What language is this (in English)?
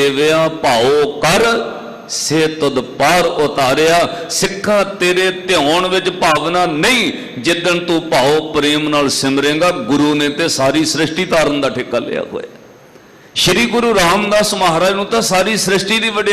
Punjabi